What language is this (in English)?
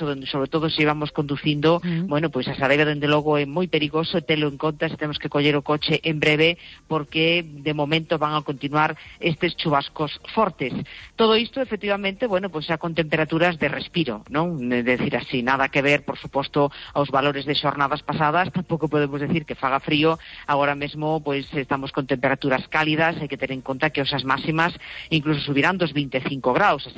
Galician